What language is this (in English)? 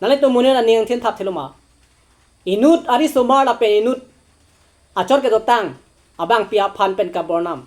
Karbi